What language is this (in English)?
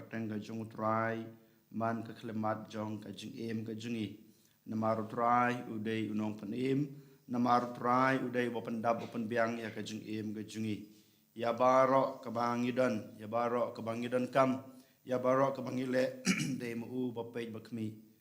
Khasi